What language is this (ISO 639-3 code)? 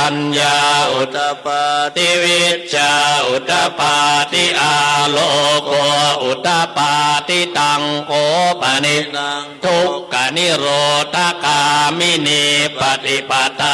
pli